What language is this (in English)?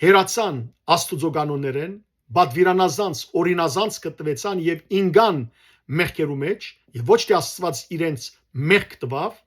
Western Armenian